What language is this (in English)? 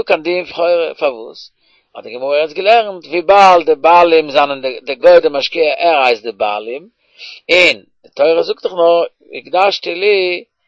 Yiddish